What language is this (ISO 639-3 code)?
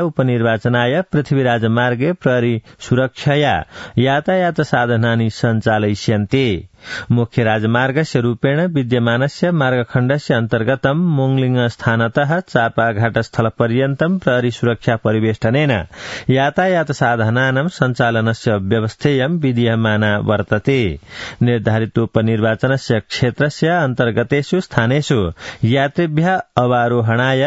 san